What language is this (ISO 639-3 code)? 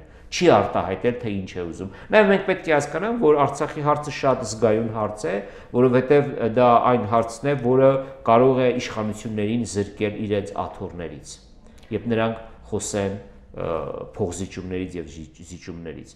hye